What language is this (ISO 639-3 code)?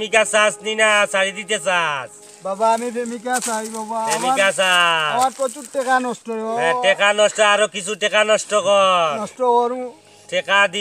syl